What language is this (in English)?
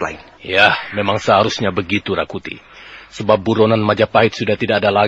Indonesian